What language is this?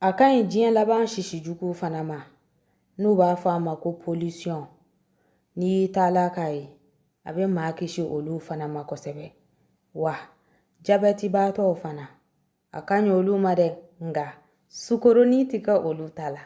Bambara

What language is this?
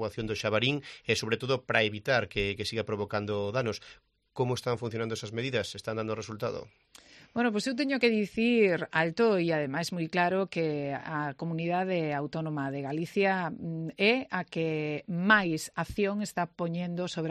Galician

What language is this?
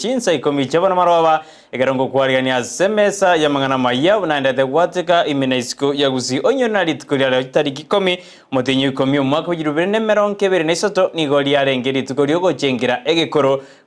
Gusii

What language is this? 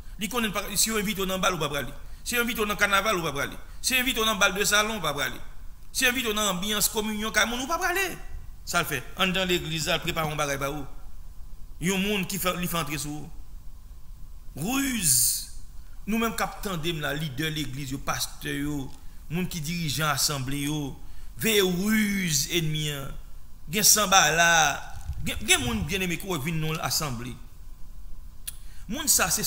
French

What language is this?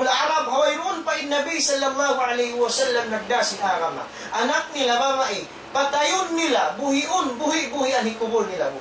Tausug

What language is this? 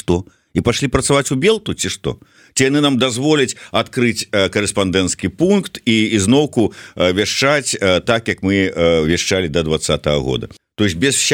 Belarusian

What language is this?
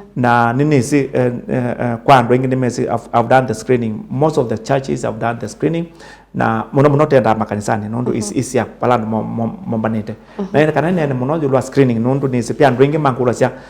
Kamba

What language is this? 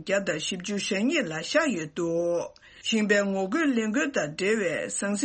Tibetan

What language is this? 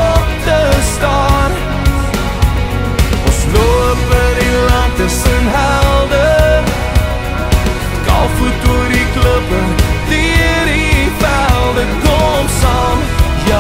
Afrikaans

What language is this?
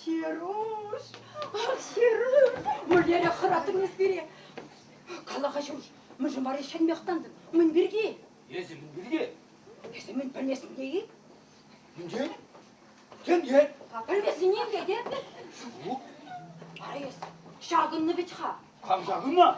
Chuvash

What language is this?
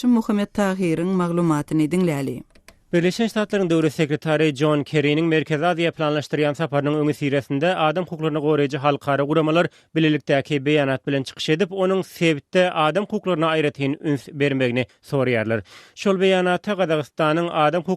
Turkmen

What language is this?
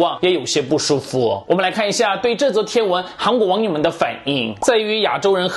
Chinese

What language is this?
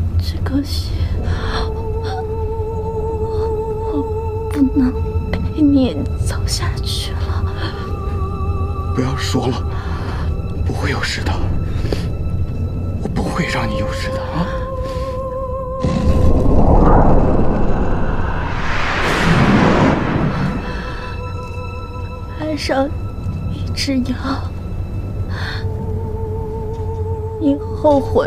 Chinese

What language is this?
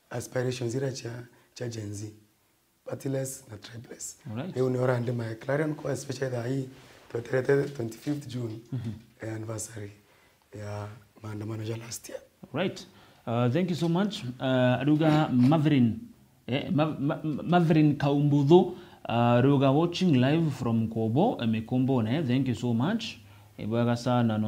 Meru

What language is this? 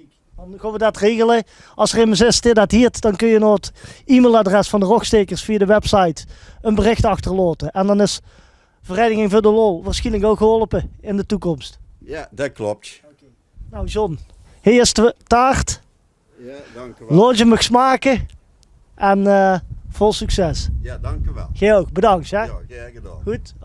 Limburgish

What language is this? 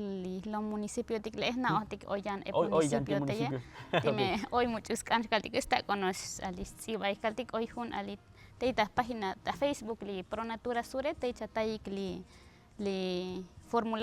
Tzotzil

